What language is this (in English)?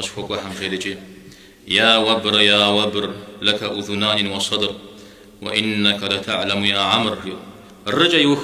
Kabardian